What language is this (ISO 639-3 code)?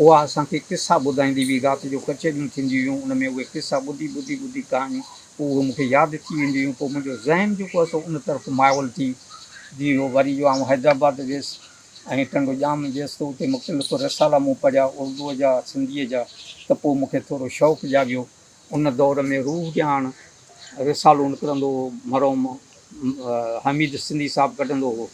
snd